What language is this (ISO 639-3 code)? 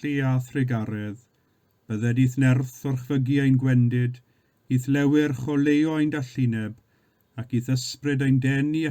cym